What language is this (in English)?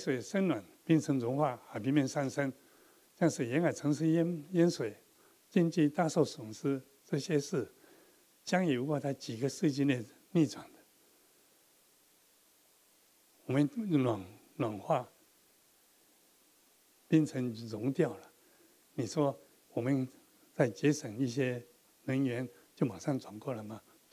Chinese